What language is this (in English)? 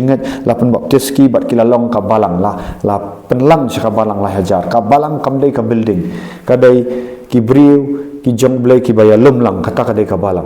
Khasi